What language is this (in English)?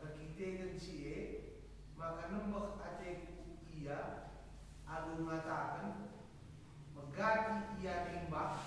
Batak Karo